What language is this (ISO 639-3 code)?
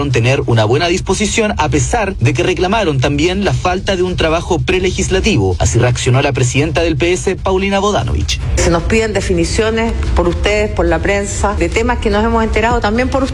spa